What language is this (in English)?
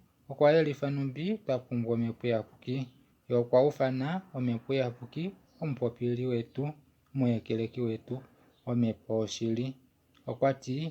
Kuanyama